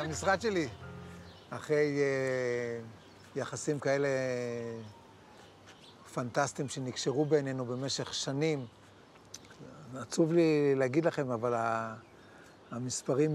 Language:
Hebrew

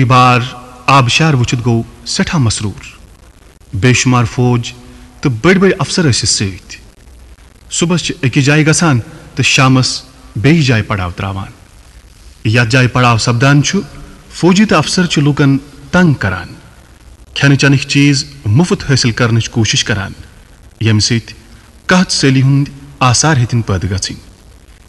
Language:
Kashmiri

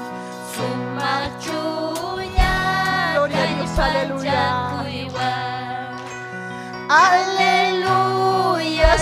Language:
Ayacucho Quechua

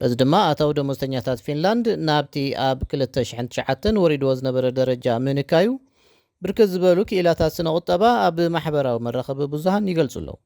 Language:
Tigrinya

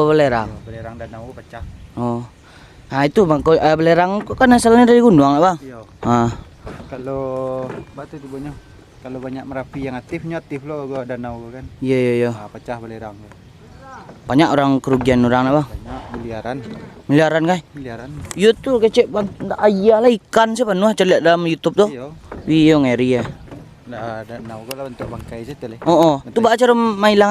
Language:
Minangkabau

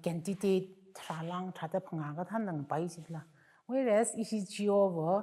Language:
Tangkhul Naga (India)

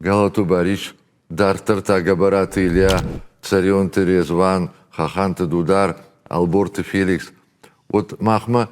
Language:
Ossetic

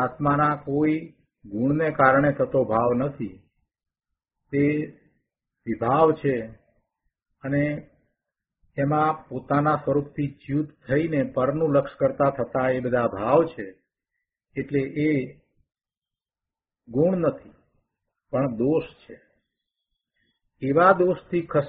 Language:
Gujarati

